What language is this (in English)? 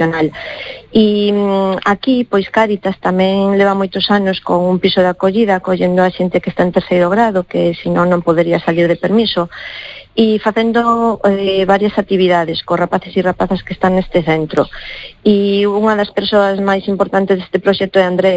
Galician